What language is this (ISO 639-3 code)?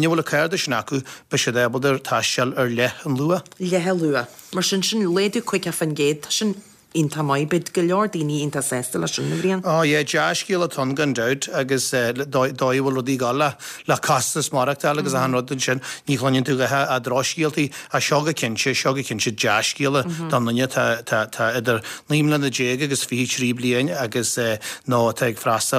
gle